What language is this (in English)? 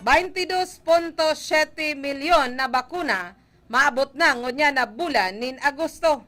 Bikol